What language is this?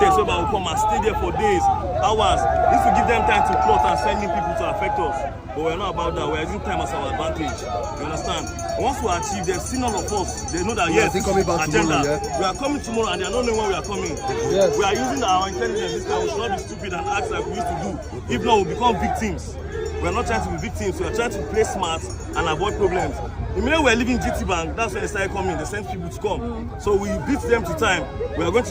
Nigerian Pidgin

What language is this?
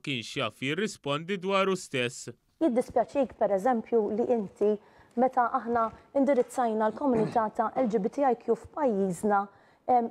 Maltese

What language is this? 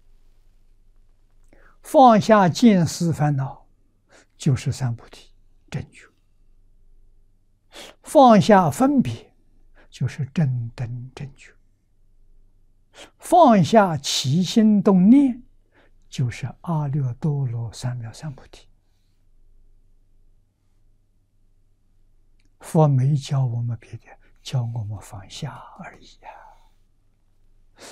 Chinese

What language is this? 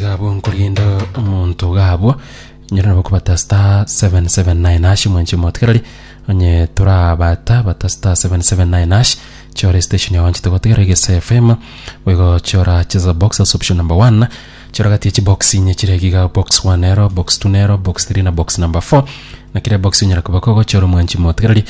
Gusii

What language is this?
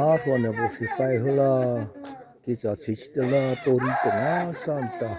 Mara Chin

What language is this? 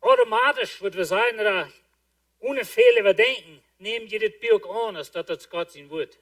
Plautdietsch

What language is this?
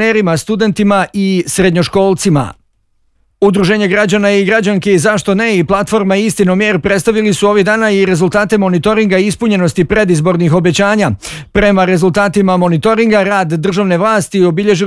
Bosnian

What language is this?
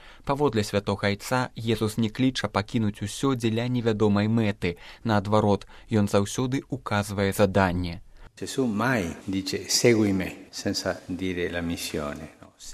Belarusian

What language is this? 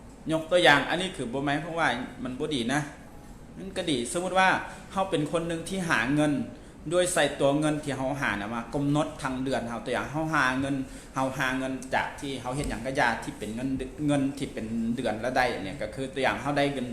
Lao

